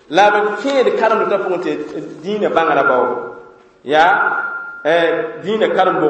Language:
Mossi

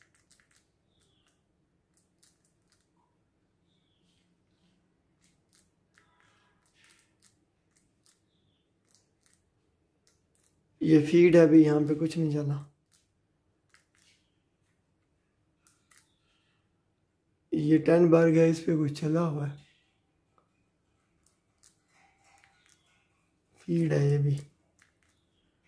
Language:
Hindi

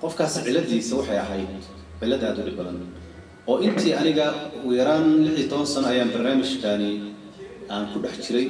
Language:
Somali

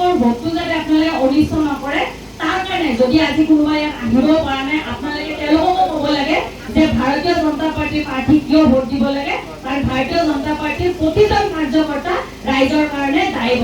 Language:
Assamese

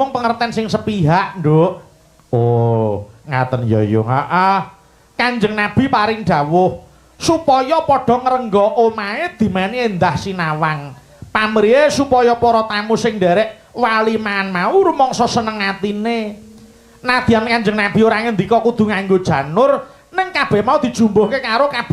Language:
Javanese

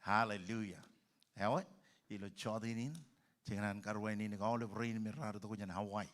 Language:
Marshallese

